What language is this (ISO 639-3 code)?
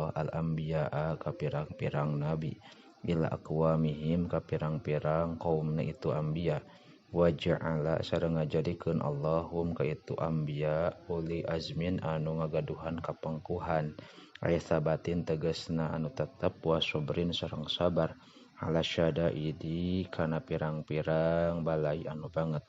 sun